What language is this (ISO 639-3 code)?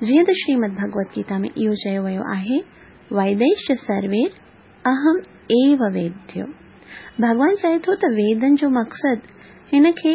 snd